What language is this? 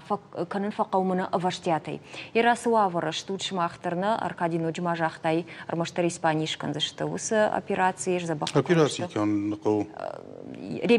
Ossetic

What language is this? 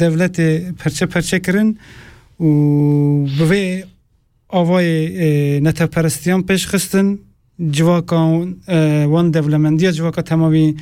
Kurdish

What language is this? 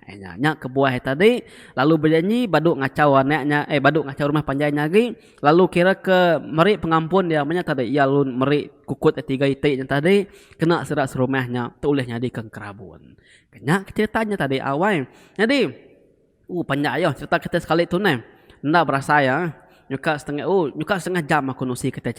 Iban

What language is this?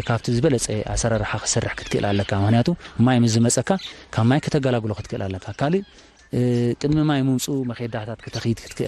Tigrinya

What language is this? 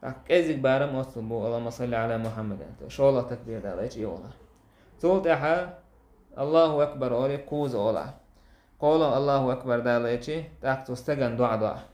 Chechen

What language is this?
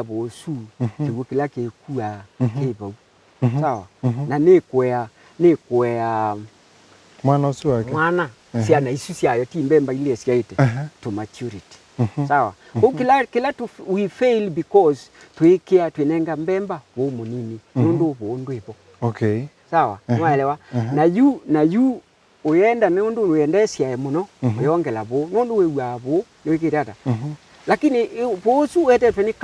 Kamba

